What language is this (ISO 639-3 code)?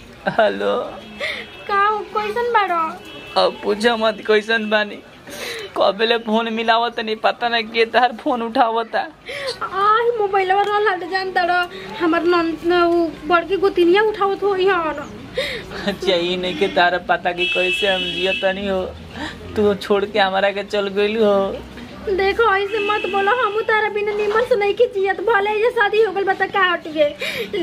bho